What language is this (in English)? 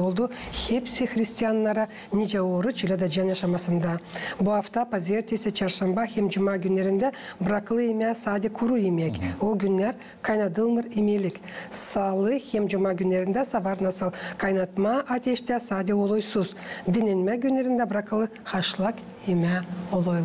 Gagauz